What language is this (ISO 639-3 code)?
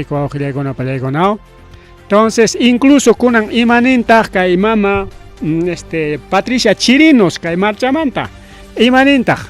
quy